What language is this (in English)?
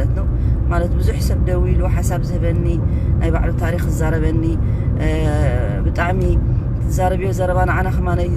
Tigrinya